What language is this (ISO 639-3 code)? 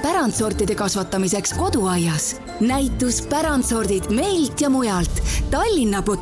est